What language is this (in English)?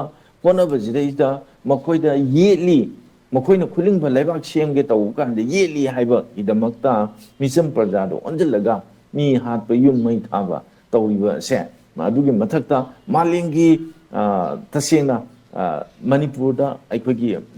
Manipuri